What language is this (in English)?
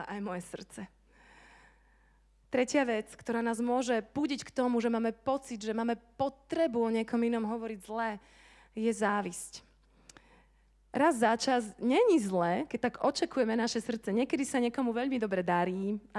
Slovak